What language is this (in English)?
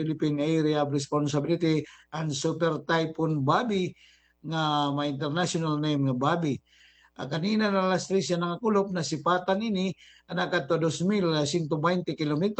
Waray